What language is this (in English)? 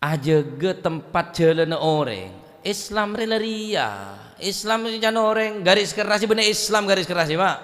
Madurese